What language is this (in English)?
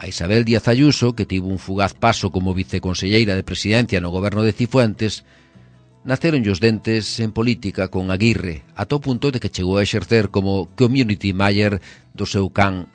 Galician